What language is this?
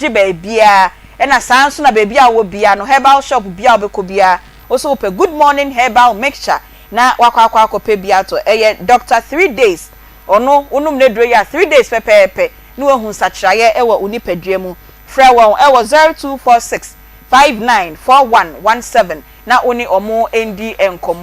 Akan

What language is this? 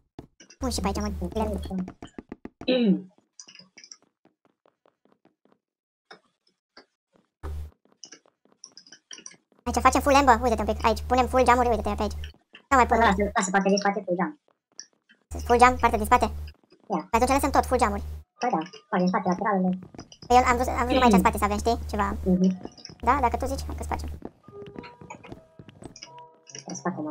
Romanian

